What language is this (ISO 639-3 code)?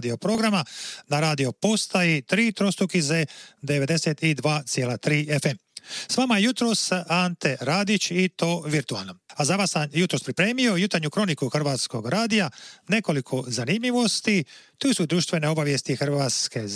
hrv